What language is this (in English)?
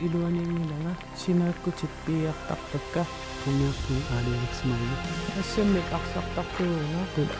Kalaallisut